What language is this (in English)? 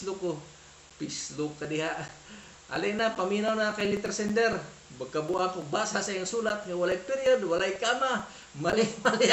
Cebuano